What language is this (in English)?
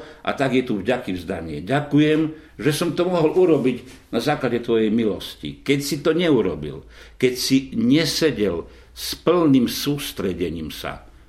Slovak